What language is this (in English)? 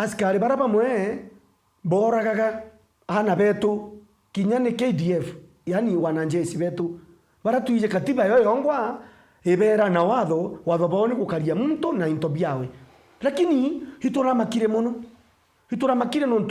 Meru